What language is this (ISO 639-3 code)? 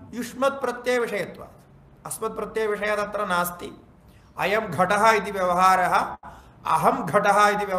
san